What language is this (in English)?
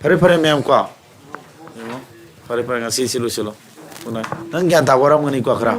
Manipuri